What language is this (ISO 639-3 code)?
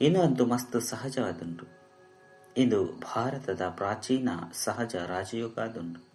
tcy